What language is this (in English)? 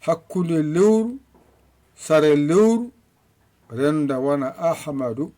Fula